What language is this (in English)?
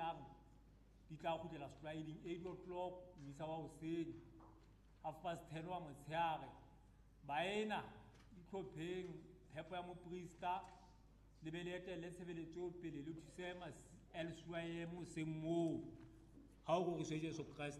Southern Sotho